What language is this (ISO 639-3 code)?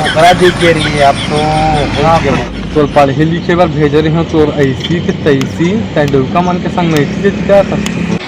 hne